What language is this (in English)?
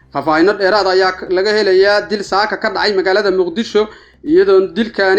Somali